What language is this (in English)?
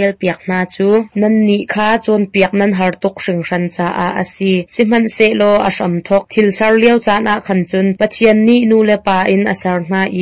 Hakha Chin